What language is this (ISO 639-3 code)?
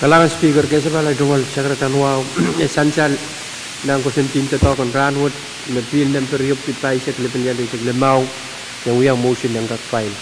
pon